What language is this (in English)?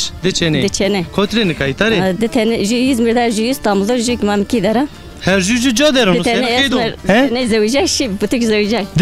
Zaza